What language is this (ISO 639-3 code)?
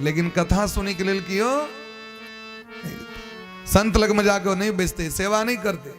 mai